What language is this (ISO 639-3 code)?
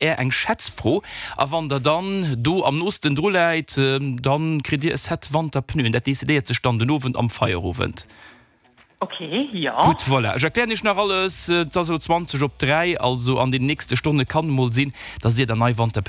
ltz